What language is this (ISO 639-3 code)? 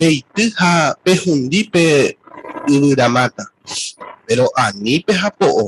grn